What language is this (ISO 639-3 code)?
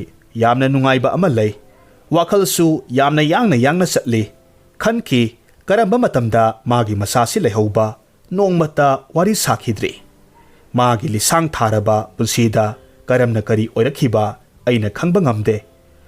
mni